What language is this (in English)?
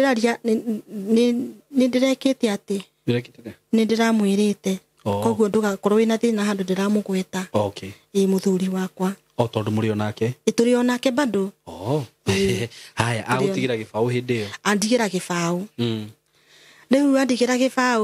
Kikuyu